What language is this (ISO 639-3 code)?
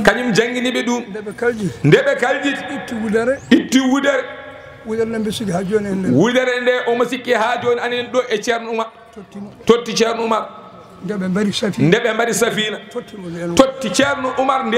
ful